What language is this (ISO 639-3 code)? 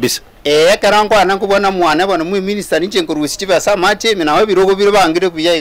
guz